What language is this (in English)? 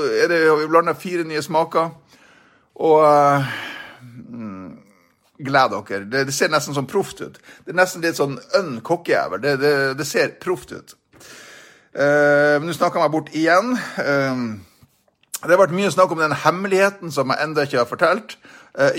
Norwegian